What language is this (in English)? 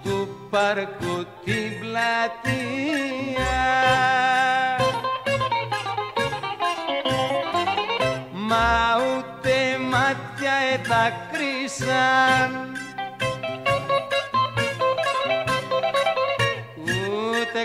Greek